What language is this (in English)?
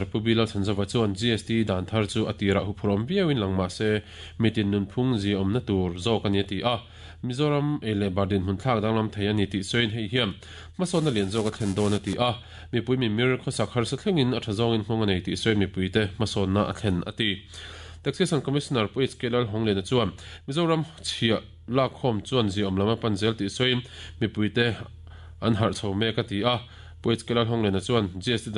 Mizo